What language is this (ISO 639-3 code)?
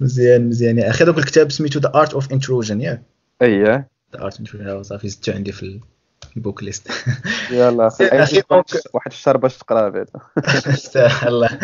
ary